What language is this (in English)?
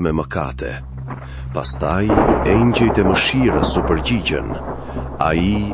Albanian